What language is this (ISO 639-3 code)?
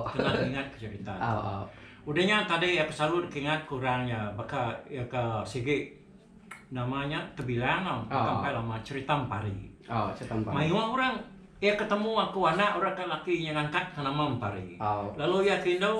iba